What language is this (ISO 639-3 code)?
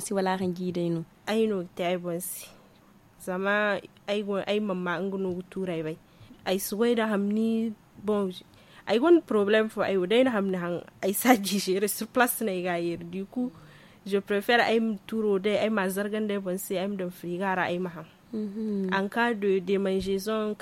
dje